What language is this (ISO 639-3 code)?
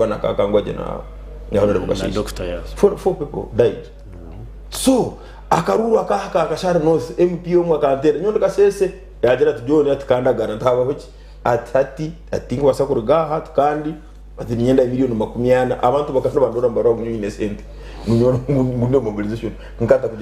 nyn